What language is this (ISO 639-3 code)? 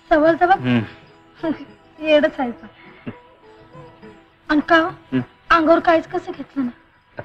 mar